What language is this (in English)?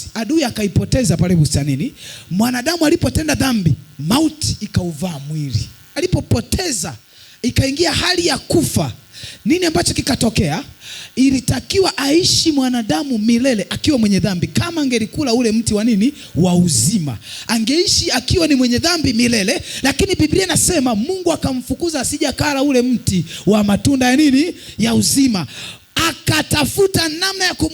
Swahili